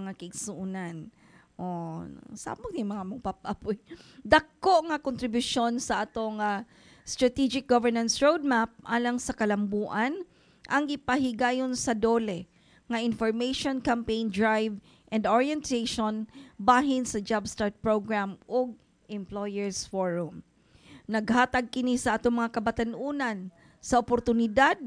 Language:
Cebuano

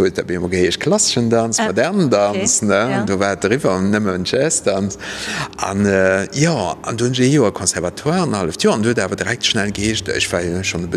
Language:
Luxembourgish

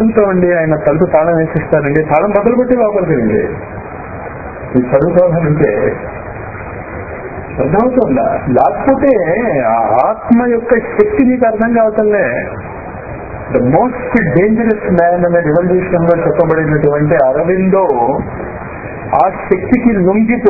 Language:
Telugu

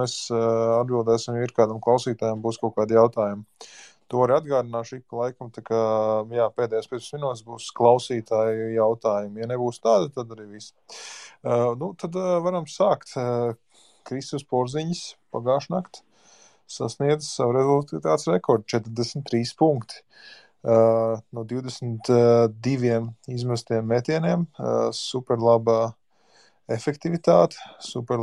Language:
Latvian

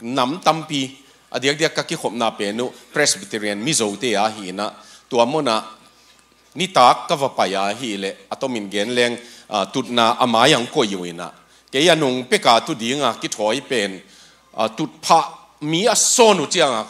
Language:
Tedim Chin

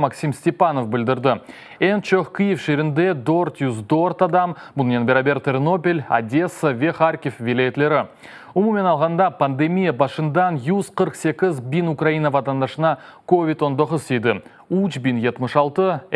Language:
Crimean Tatar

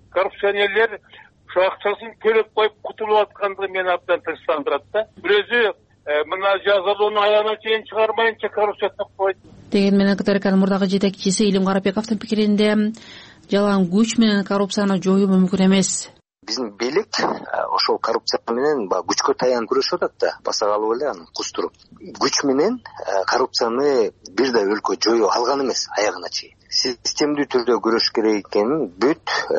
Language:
Kyrgyz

